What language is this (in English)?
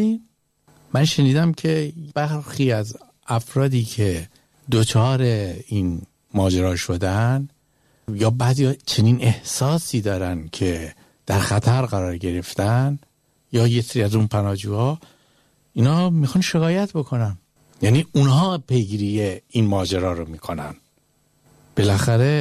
Persian